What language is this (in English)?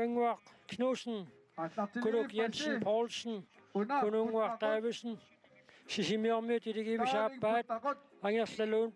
Kalaallisut